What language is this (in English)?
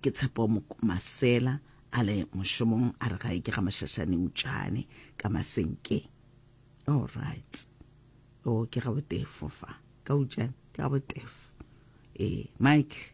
Northern Sotho